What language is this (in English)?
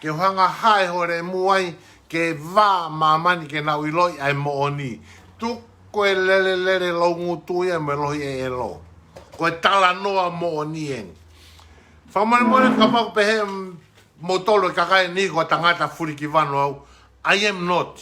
Tongan